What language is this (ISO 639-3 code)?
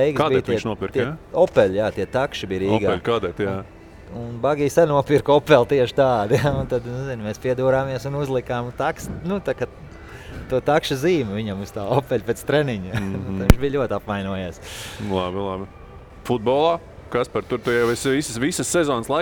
lav